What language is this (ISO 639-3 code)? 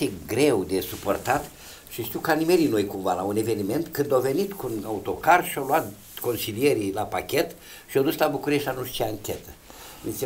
ron